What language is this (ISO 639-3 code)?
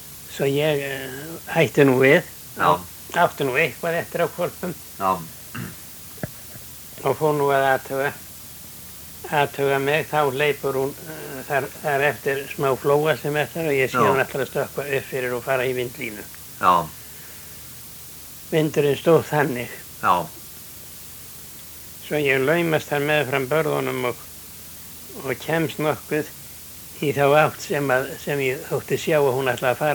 isl